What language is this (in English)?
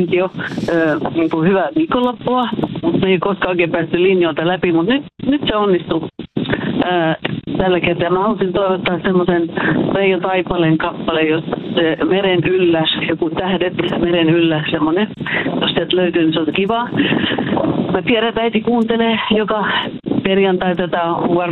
Finnish